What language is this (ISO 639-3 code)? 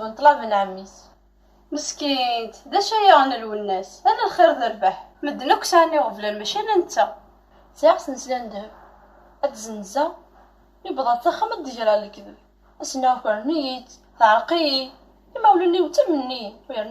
kab